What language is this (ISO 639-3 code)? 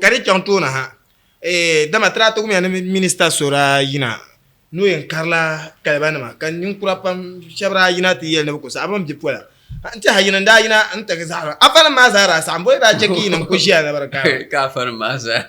dag